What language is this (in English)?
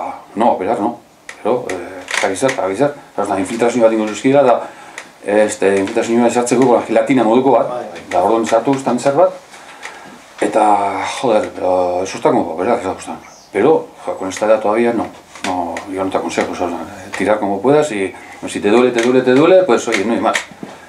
Basque